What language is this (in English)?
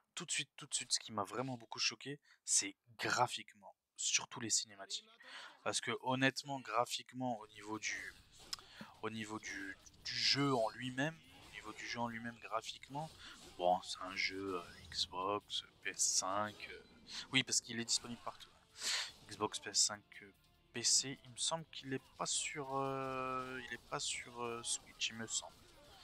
French